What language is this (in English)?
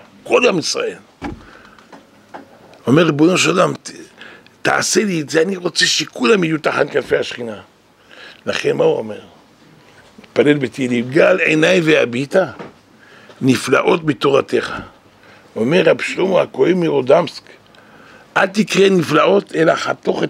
Hebrew